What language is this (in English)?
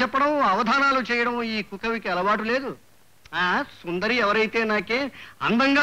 Telugu